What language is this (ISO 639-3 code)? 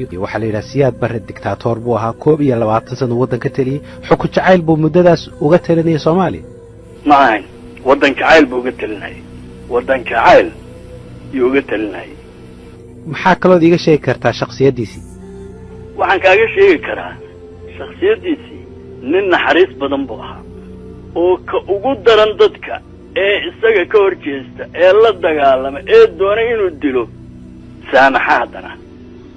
som